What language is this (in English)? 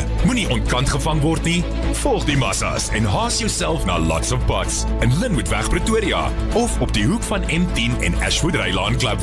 Afrikaans